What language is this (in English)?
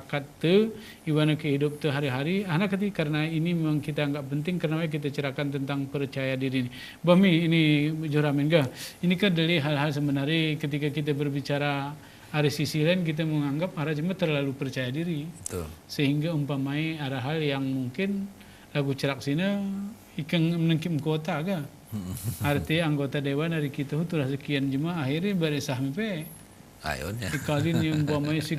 Gayo